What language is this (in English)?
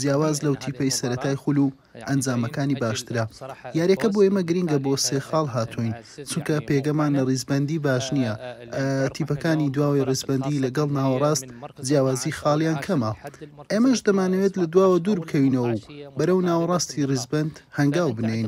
Central Kurdish